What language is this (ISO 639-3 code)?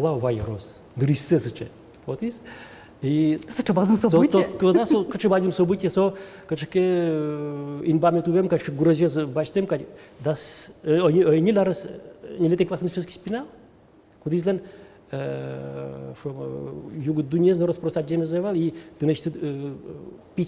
udm